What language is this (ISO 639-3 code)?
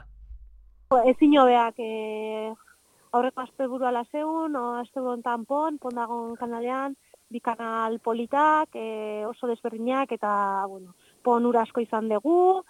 eus